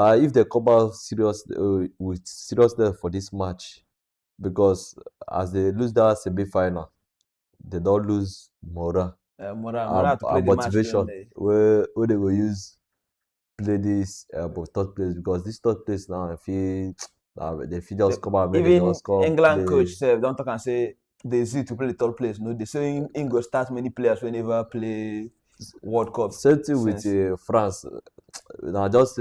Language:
Nigerian Pidgin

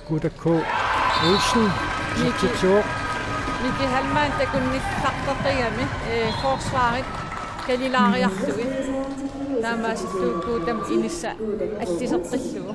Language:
Kalaallisut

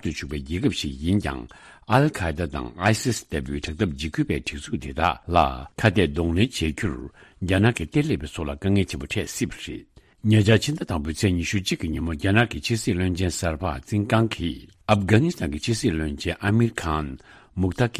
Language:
Tibetan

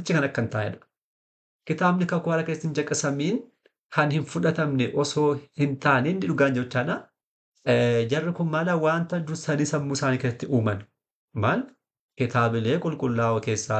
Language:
Oromo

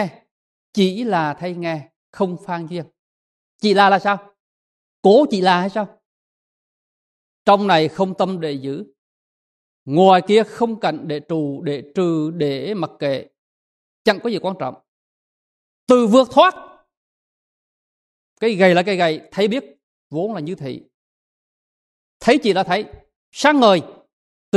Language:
Vietnamese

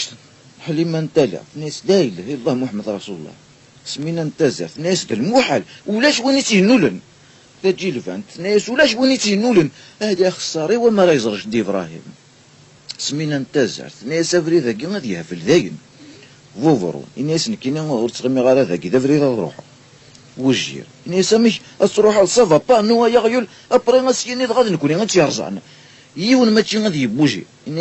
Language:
Kabyle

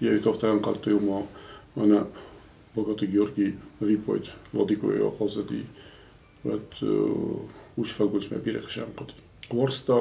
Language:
Ossetic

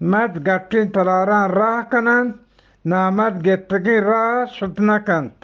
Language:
Eastern Balochi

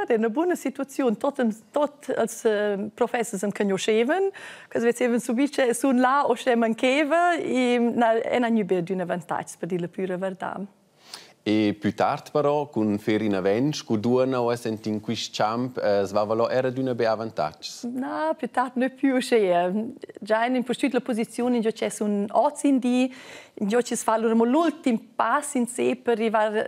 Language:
Romansh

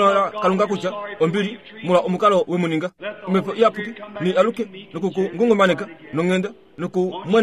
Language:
Kuanyama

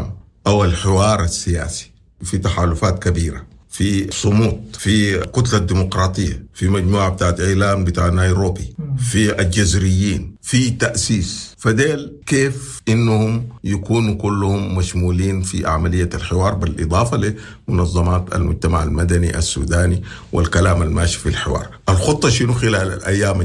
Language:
Sudanese Arabic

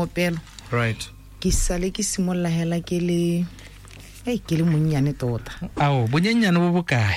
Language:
Tswana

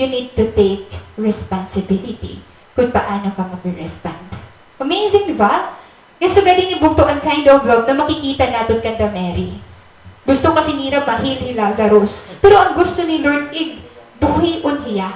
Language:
Waray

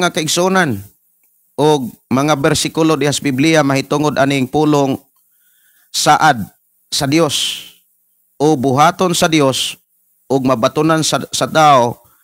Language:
Cebuano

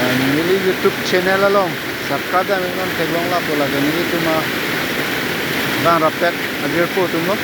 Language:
Karbi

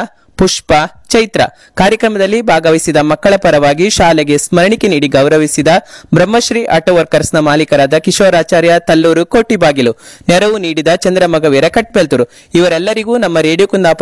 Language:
Kannada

